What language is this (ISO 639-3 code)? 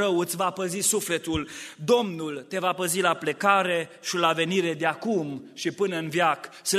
ron